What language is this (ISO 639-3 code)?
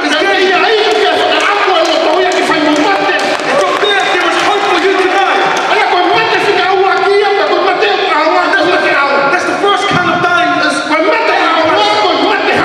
ton